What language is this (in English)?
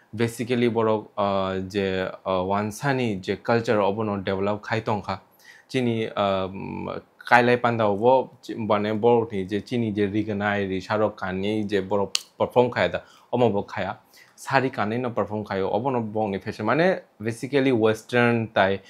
Kok Borok